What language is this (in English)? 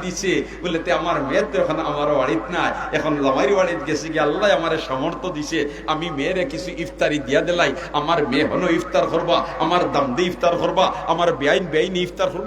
Sylheti